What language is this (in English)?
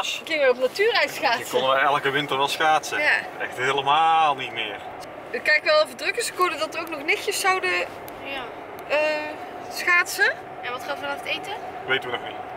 Dutch